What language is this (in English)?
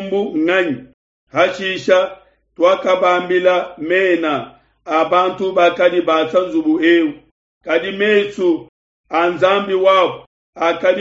Luba-Lulua